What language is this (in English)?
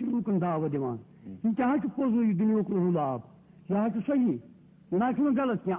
Kashmiri